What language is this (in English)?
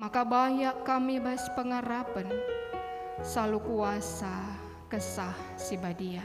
Batak Karo